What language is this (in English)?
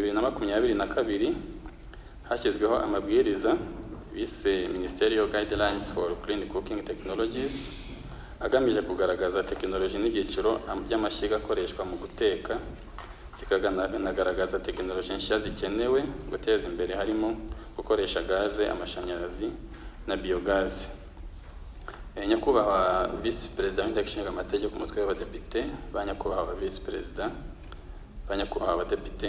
Kinyarwanda